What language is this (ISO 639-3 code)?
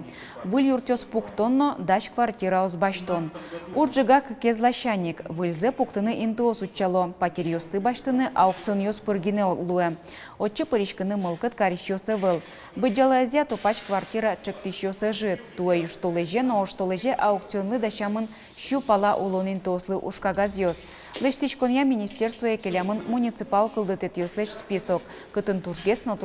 udm